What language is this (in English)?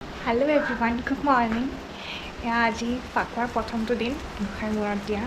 Assamese